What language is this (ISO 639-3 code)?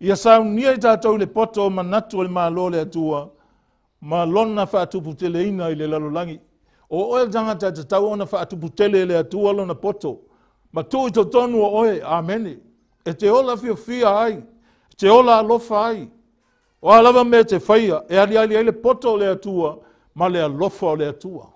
smo